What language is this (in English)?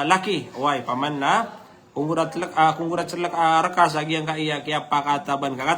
Maranao